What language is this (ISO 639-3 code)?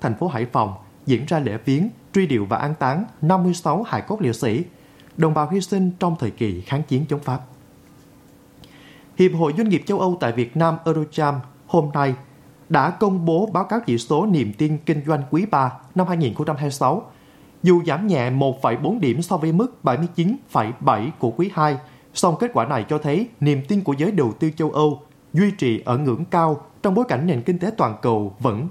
vie